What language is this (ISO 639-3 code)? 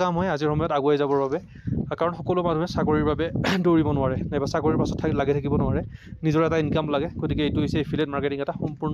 asm